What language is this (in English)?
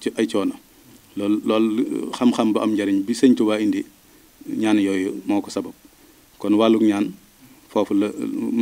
Wolof